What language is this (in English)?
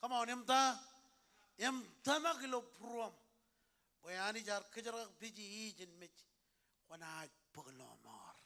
Marshallese